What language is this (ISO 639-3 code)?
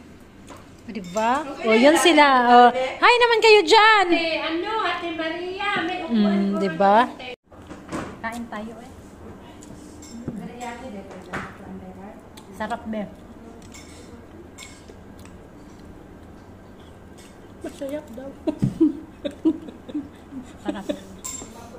fil